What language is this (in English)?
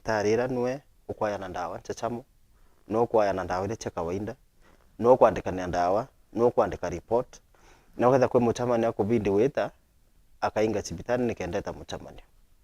Meru